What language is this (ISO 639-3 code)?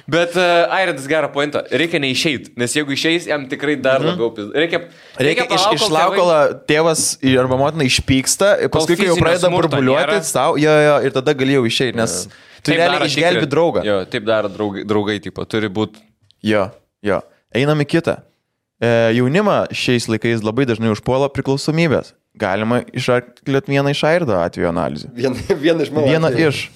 lit